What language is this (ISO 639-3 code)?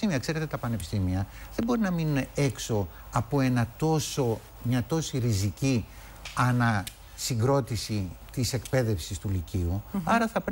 ell